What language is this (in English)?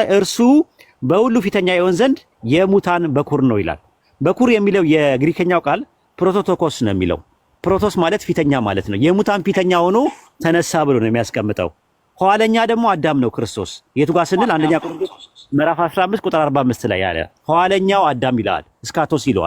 Amharic